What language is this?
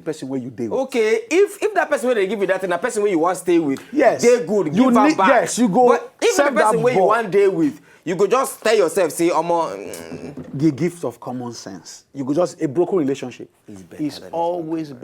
Nigerian Pidgin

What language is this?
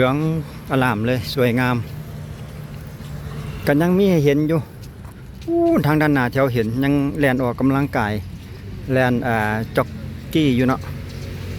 Lao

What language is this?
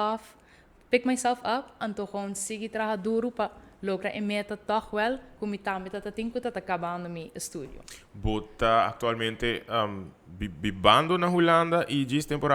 Papiamento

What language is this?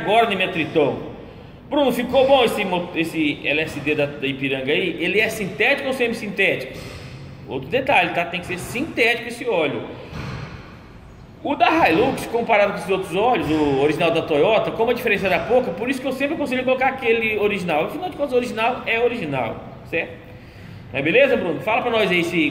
Portuguese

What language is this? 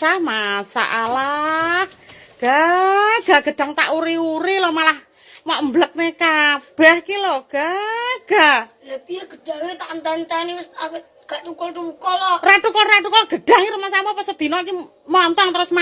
Javanese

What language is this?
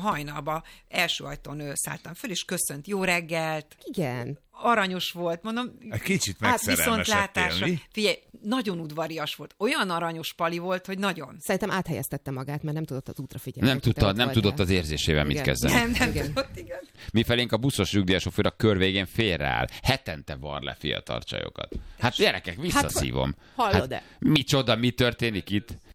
Hungarian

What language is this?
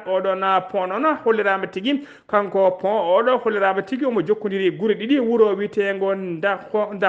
Fula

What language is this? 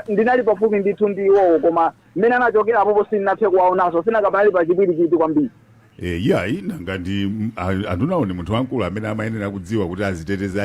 Nyanja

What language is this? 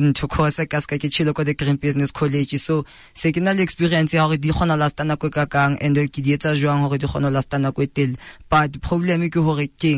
Southern Sotho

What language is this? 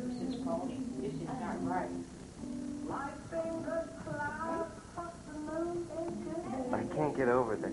English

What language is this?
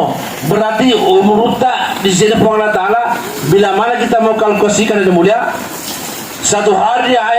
Buginese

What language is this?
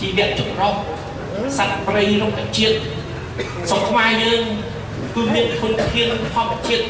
Khmer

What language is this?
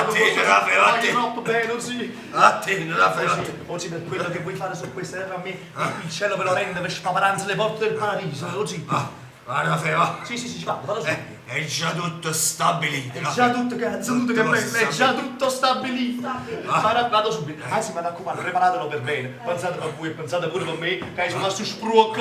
Neapolitan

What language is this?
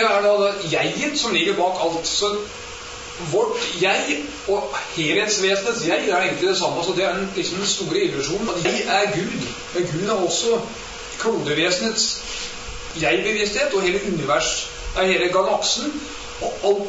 Norwegian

